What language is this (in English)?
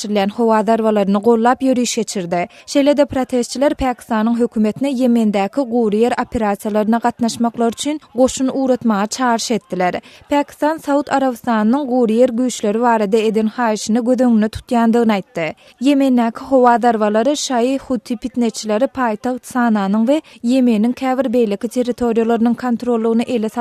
Turkmen